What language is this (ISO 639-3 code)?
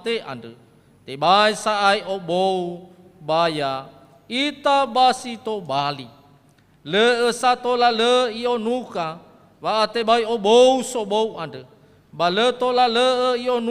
nia